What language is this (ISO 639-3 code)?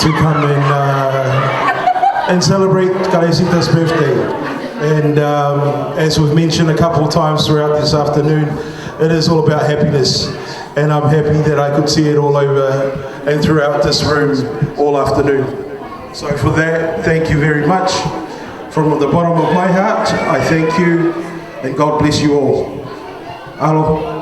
ton